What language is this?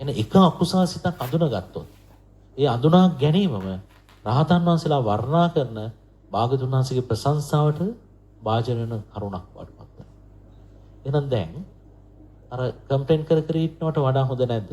Sinhala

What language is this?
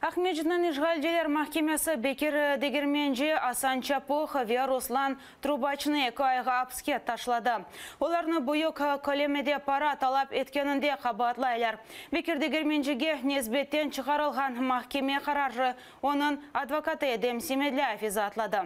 Crimean Tatar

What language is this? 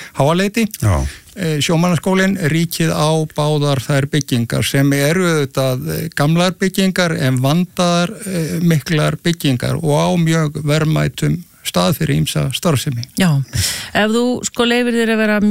Icelandic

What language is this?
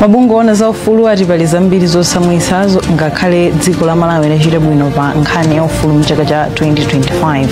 Nyanja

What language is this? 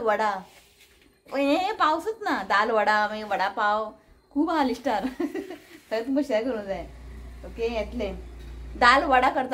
Konkani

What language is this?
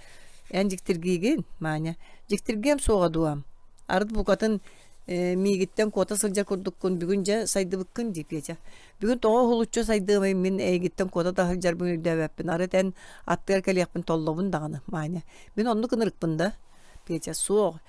Yakut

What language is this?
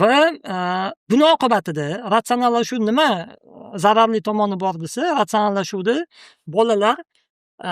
Uzbek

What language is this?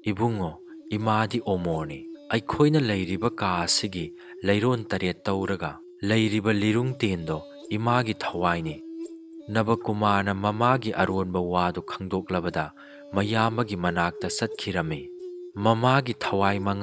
Manipuri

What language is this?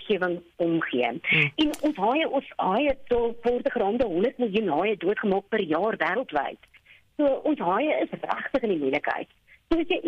Afrikaans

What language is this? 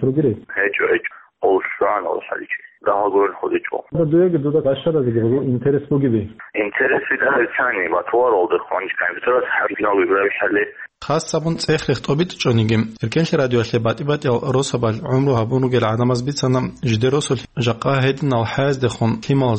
Avaric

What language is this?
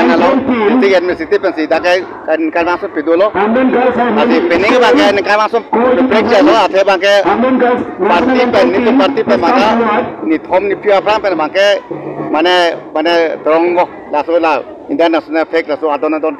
Karbi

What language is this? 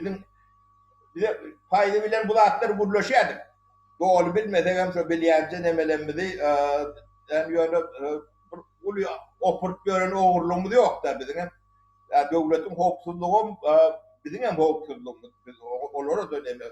Turkmen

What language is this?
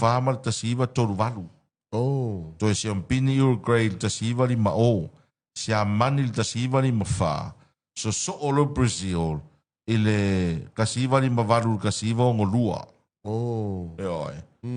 Samoan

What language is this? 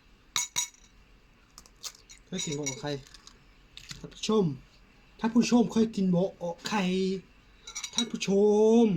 Lao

